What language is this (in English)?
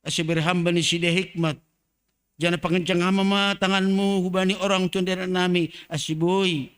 Batak Simalungun